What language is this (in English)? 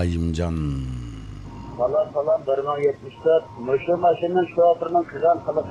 Uyghur